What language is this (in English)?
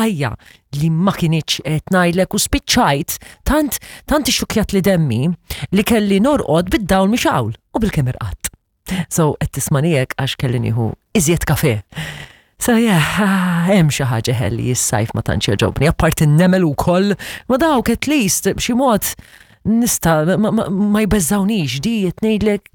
Maltese